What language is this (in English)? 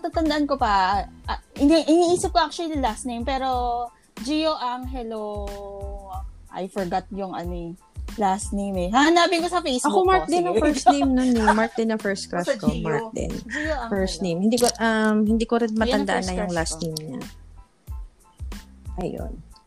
Filipino